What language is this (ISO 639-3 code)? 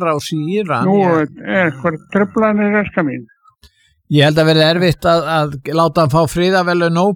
isl